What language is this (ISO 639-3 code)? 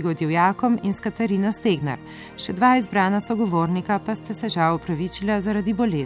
slv